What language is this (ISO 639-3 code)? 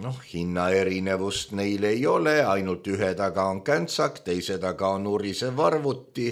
est